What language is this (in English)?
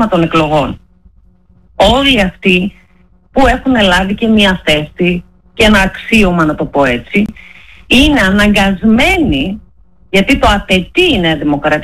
Greek